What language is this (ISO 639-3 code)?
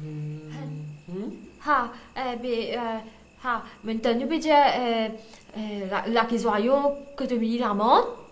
mfe